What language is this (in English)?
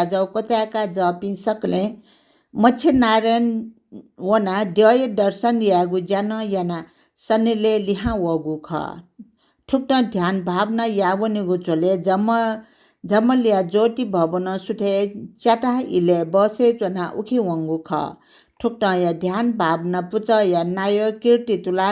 Newari